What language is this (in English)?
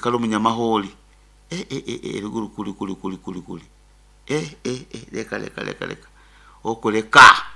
Nyoro